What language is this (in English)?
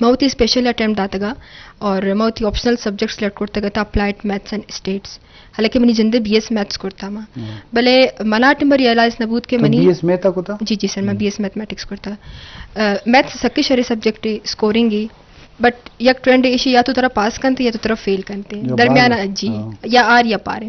Eastern Balochi